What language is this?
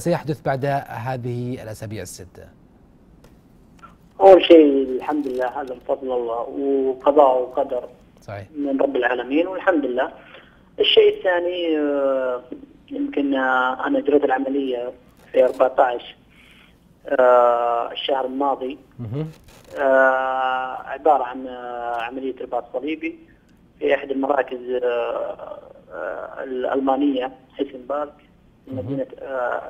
Arabic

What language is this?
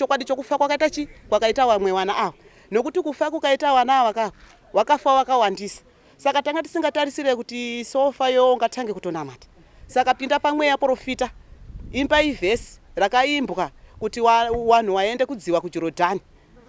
Shona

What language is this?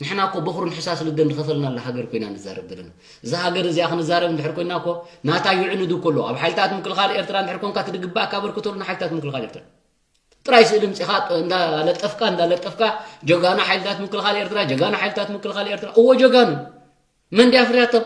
Tigrinya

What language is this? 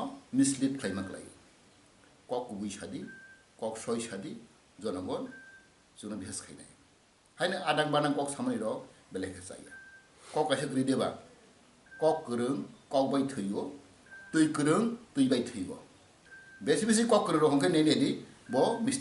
Kok Borok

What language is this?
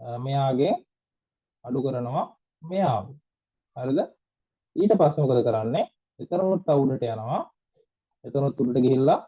Sinhala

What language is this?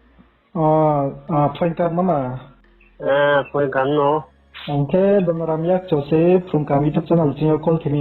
Riang (India)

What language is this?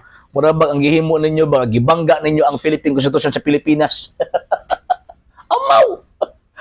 Cebuano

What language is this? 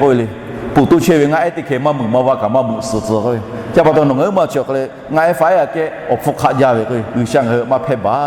Lahu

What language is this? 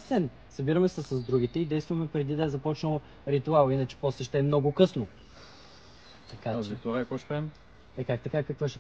Bulgarian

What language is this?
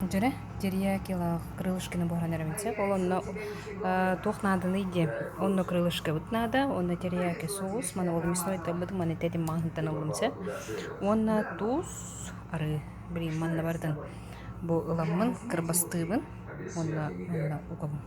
Yakut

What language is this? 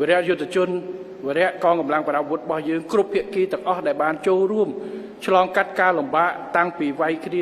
Khmer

